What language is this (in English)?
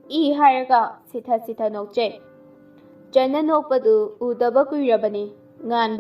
Manipuri